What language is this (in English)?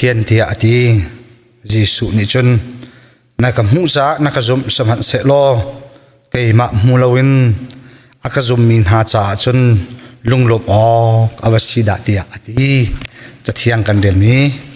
Hakha Chin